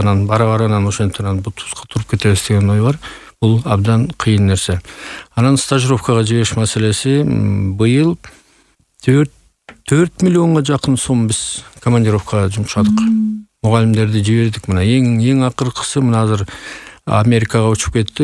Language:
Kyrgyz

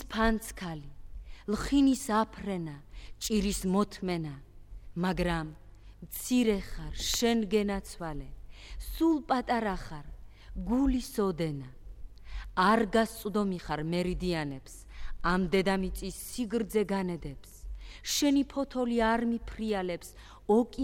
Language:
Georgian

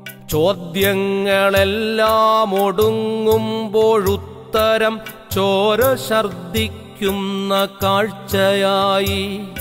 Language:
Malayalam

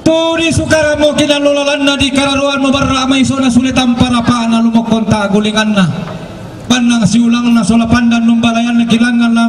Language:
Toraja-Sa'dan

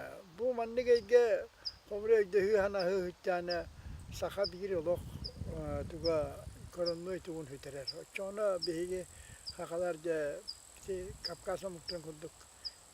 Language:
Yakut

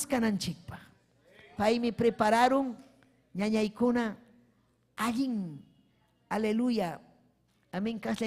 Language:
Ayacucho Quechua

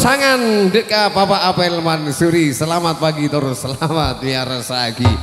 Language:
Madurese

